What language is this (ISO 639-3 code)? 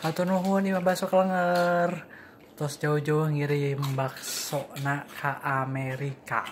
sun